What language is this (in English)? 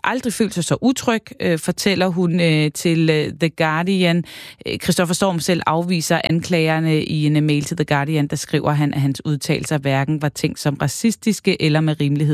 Danish